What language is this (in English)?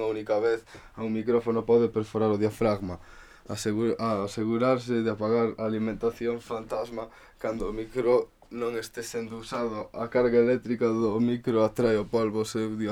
Galician